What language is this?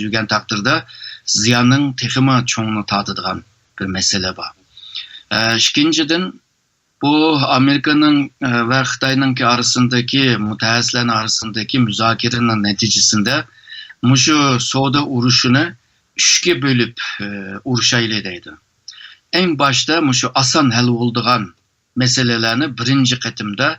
Uyghur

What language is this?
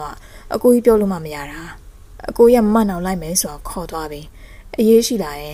Burmese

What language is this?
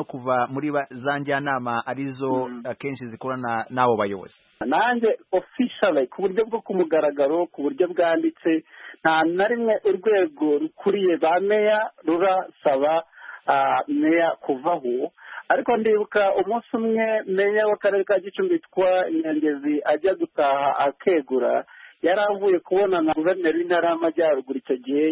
Kinyarwanda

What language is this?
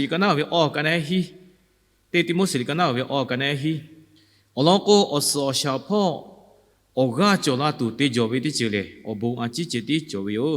Lahu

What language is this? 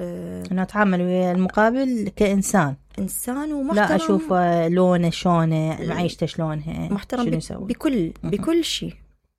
Mesopotamian Arabic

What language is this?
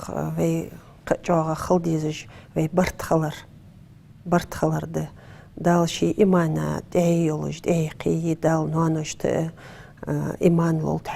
Ingush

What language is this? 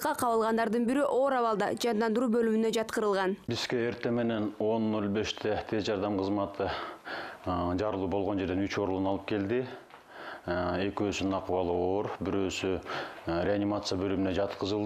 Kyrgyz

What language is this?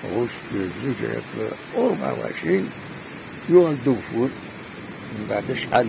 Kabyle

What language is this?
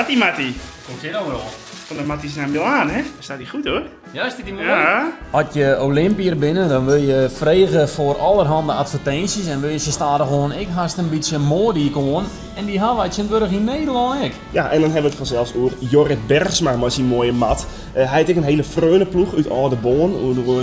Western Frisian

